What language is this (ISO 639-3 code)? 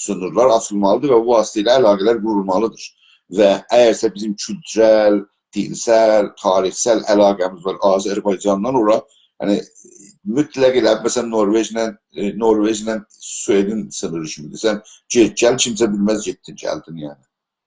azb